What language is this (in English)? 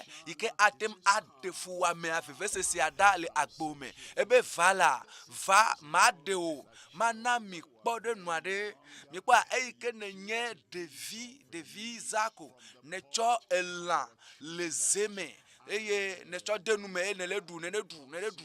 Ewe